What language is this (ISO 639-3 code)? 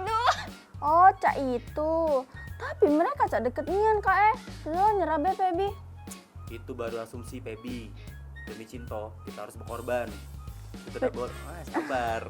mui